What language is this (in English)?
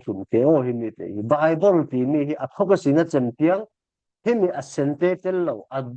Falam Chin